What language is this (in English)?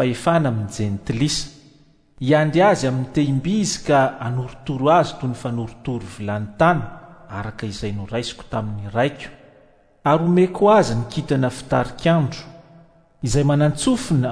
Malagasy